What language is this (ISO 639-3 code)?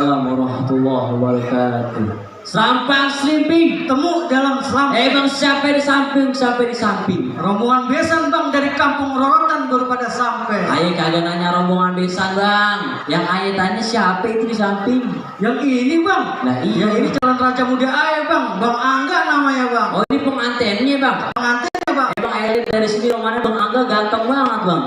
bew